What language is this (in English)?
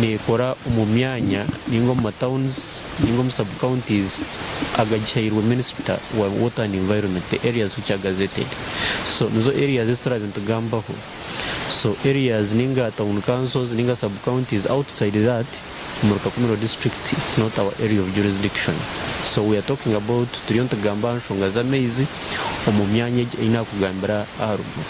Nyankole